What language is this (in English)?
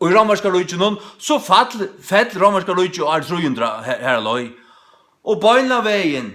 Faroese